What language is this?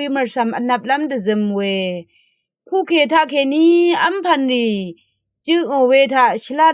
Rawang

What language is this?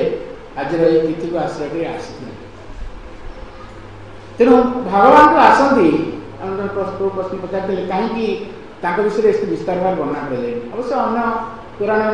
Odia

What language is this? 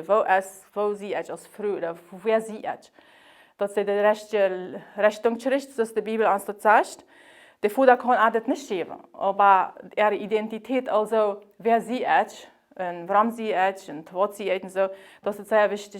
Plautdietsch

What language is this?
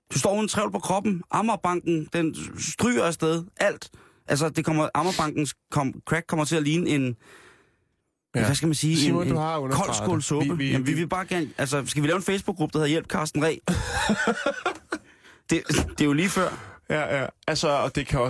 Danish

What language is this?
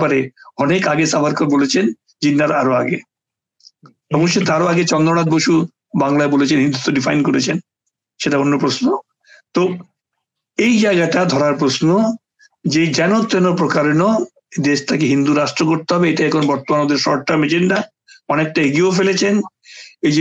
Bangla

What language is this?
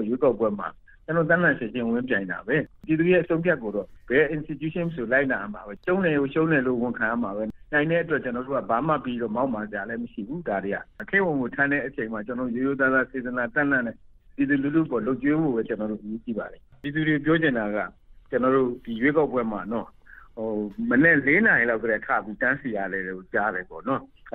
Burmese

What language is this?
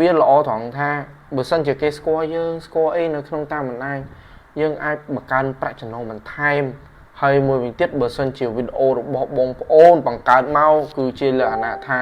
Khmer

